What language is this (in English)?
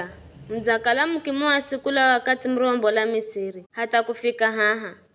Giryama